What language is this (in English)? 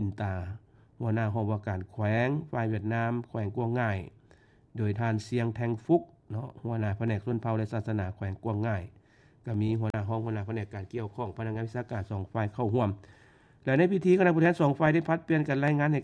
Lao